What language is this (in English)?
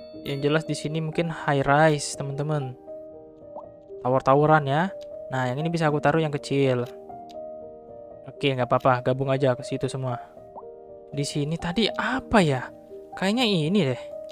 Indonesian